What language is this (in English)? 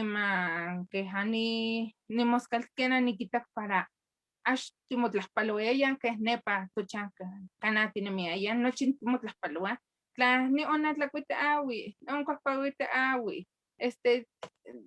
Eastern Huasteca Nahuatl